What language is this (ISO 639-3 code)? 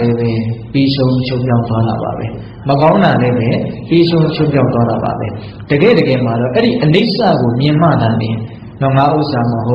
mya